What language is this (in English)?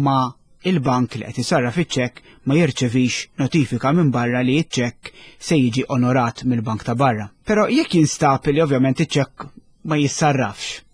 Maltese